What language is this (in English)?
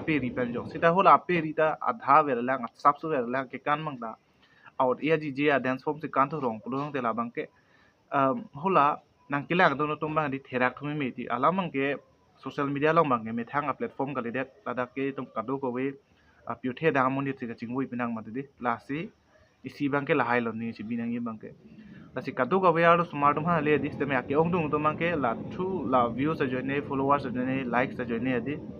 Karbi